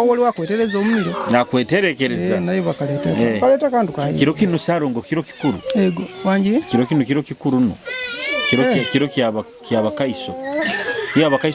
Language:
Nyoro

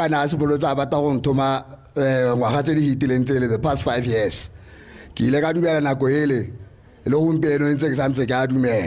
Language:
Tswana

